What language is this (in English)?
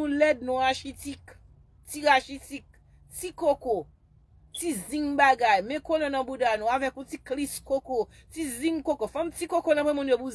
Haitian Creole